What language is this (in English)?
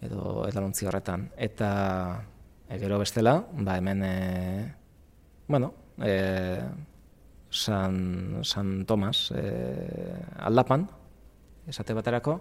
Basque